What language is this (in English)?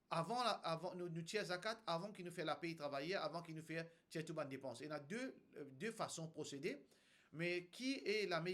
Morisyen